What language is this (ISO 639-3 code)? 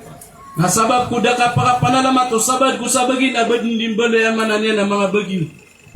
mrw